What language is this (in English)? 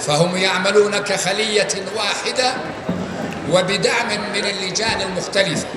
North Levantine Arabic